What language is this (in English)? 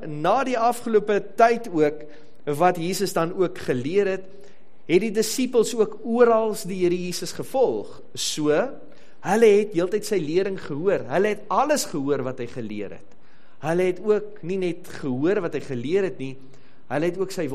Afrikaans